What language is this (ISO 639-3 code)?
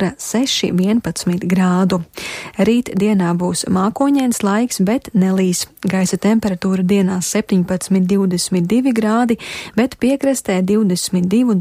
lav